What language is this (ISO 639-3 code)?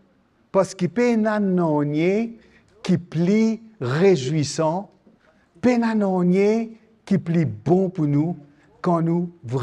mfe